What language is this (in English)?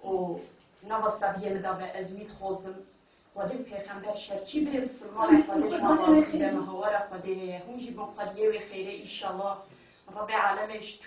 Kurdish